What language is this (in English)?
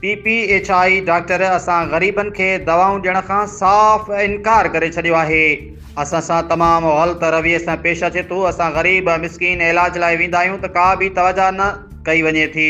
Sindhi